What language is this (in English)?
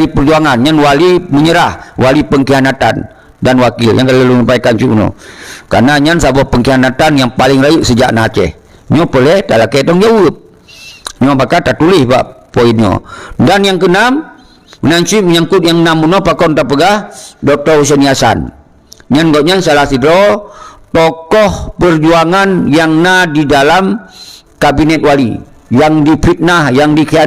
Achinese